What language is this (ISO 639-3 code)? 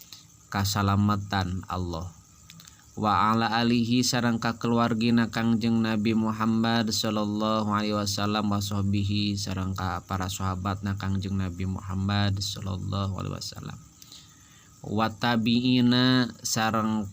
sun